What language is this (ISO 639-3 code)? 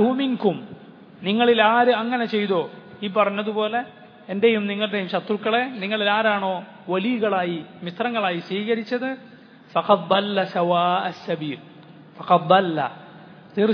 mal